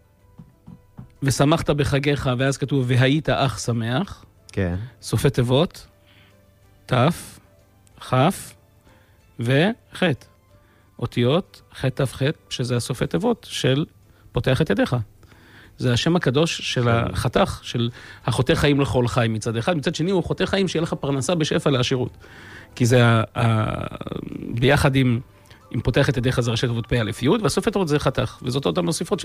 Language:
Hebrew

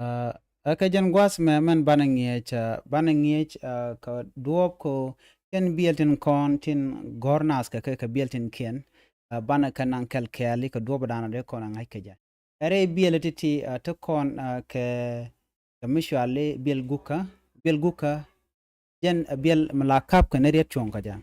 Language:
Nuer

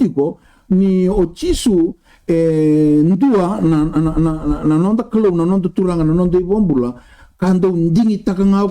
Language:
Fijian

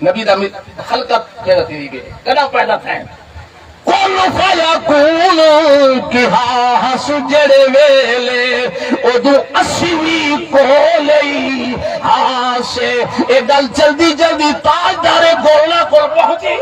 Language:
Saraiki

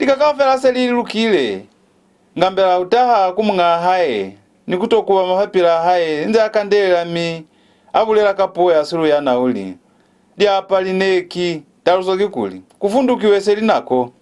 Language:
Lozi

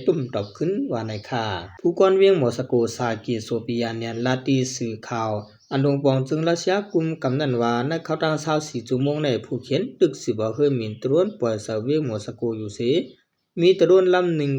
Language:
Shan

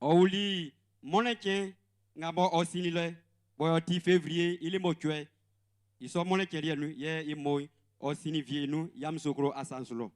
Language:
Baoulé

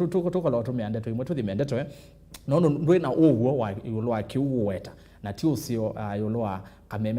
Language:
Kamba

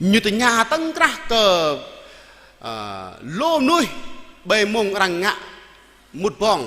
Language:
Jarai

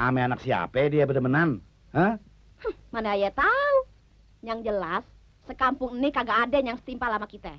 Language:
Betawi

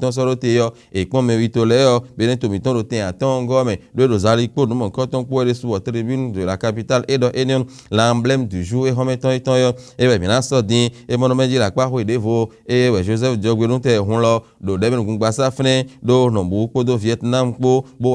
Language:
Fon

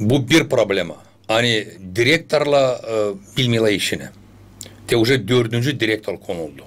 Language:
Gagauz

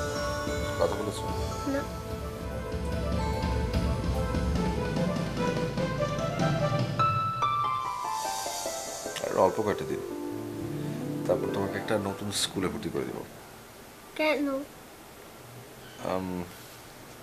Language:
Bangla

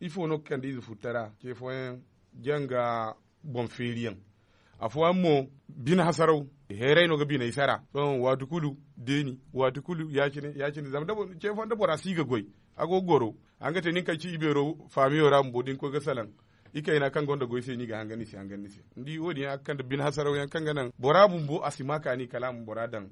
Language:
Zarma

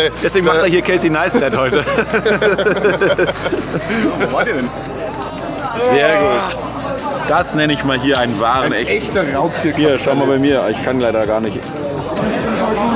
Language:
German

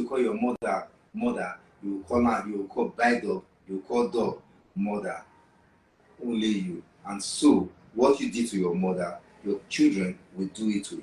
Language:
Nigerian Pidgin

